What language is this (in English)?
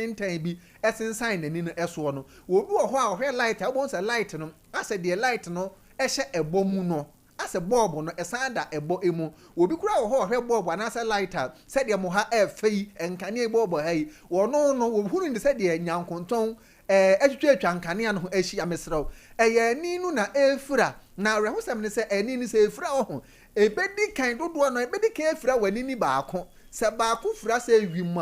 Akan